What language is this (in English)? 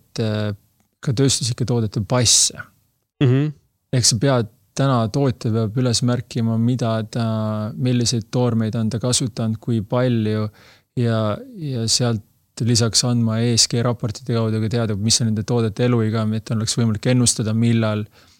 Estonian